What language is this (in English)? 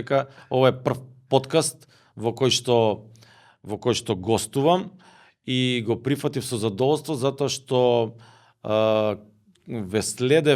Macedonian